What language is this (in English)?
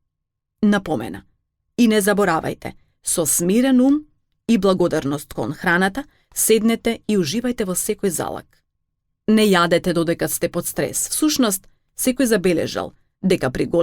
Macedonian